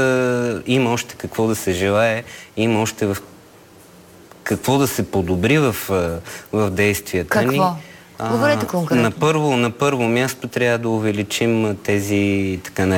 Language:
Bulgarian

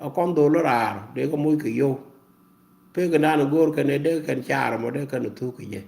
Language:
Nuer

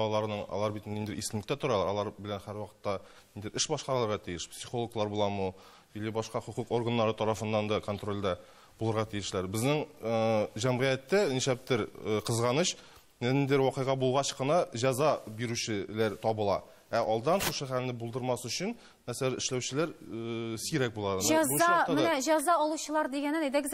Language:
Tatar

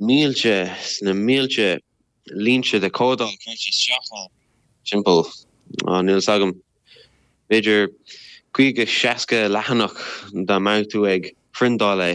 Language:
Irish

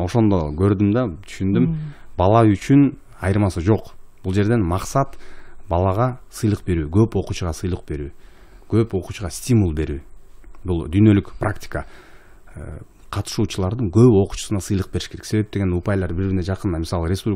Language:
Kyrgyz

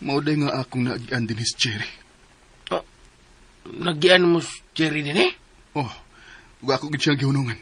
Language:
Cebuano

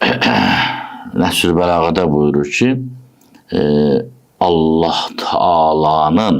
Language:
Azerbaijani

